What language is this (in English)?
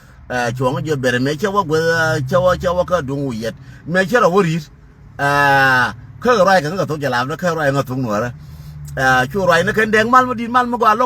Nuer